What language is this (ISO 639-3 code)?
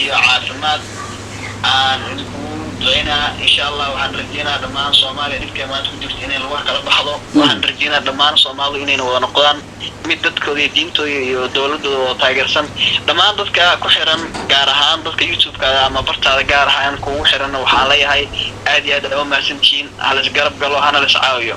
som